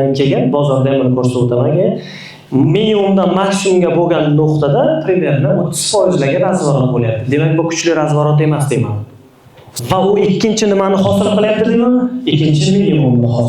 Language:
Uzbek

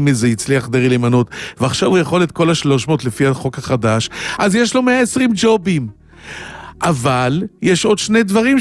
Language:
Hebrew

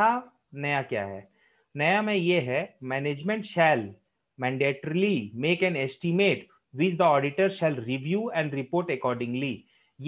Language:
Hindi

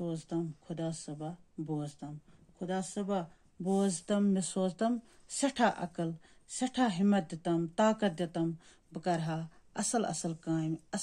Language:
Kashmiri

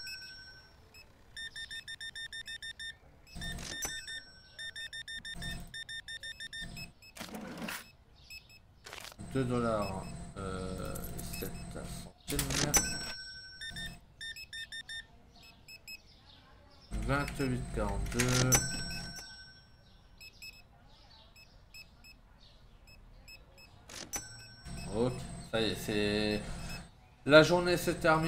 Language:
French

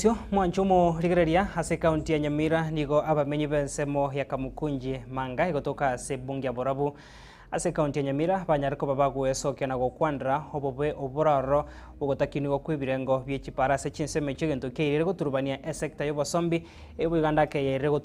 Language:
Gusii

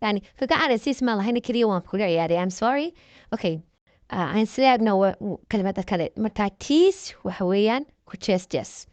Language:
Somali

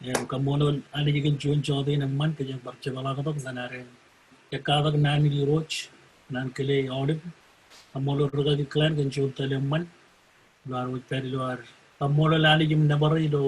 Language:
Marshallese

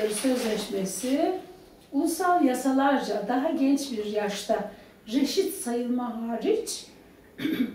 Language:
Turkish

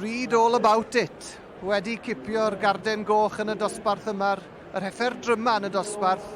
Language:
Welsh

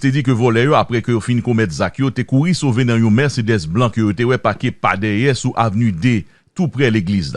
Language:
Haitian Creole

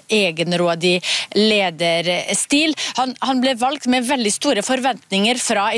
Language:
Norwegian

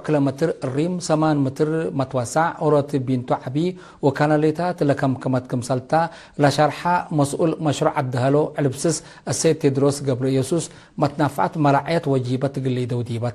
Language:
Tigre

